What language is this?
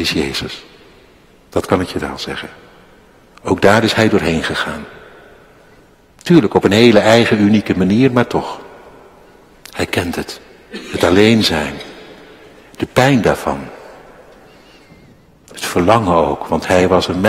Dutch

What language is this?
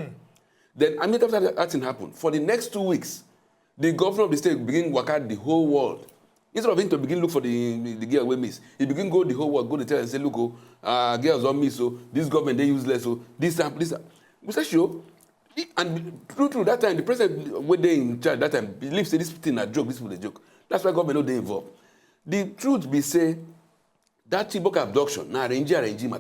Nigerian Pidgin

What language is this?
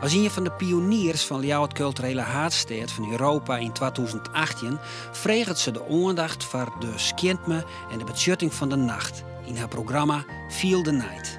Western Frisian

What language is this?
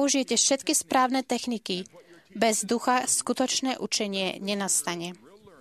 Slovak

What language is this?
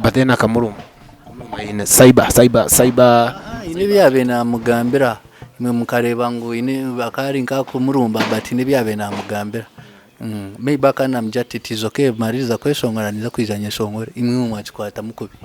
Nyankole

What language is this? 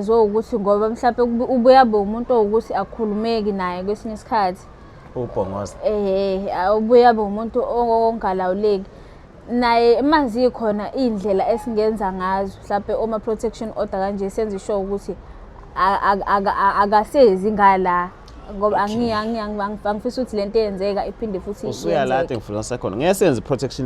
Zulu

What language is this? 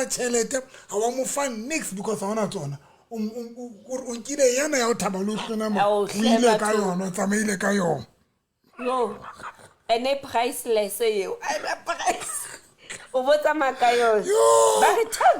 Southern Sotho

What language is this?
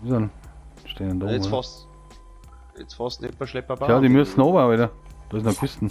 Bavarian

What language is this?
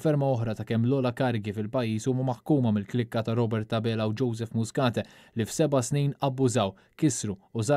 Maltese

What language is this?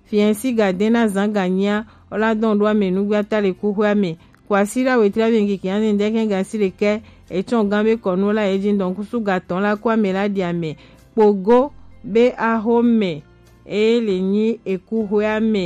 Gen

